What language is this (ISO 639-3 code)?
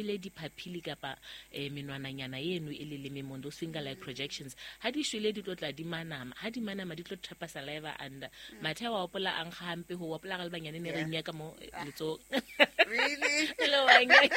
sot